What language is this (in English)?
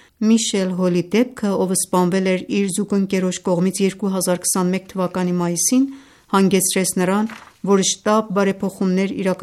Armenian